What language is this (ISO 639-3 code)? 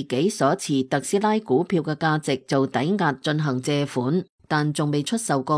yue